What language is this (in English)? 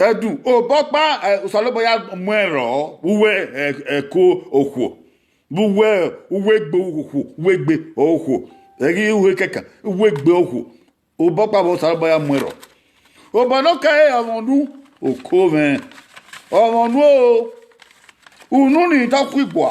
Bini